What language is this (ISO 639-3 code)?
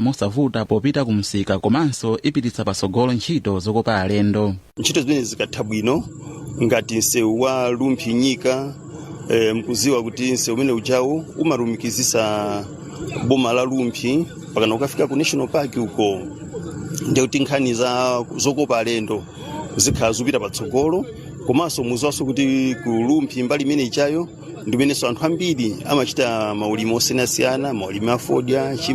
nya